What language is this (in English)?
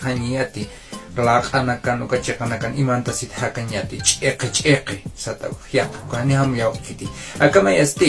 Aymara